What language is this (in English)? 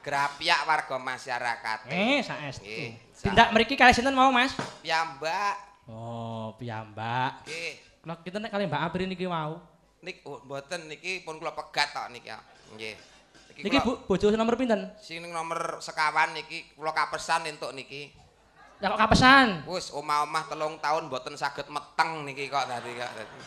Javanese